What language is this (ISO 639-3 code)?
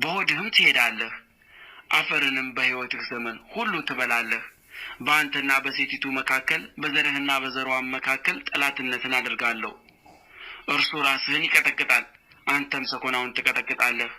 amh